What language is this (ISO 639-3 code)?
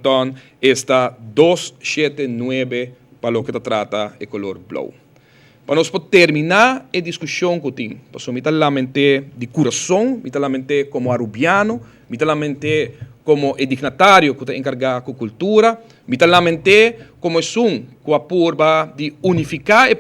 pap